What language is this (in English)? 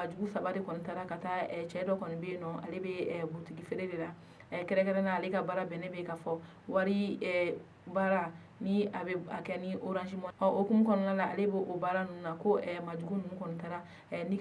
Bambara